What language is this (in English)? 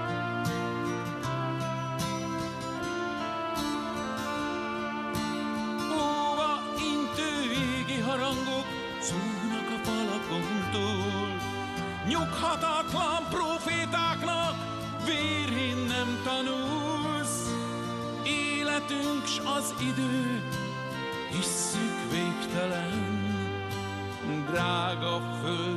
Hungarian